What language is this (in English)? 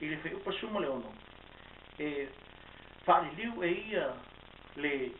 Samoan